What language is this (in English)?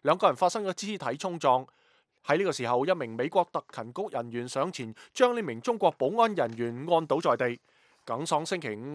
Cantonese